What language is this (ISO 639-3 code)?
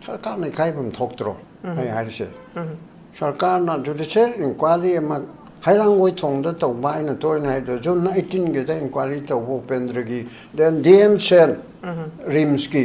mni